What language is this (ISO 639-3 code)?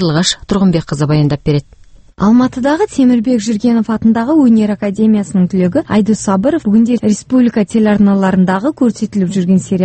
kaz